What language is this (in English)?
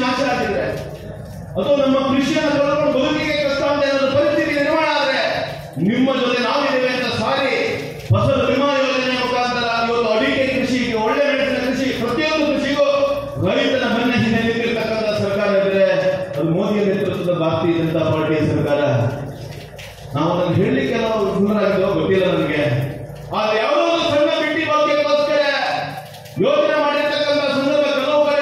Kannada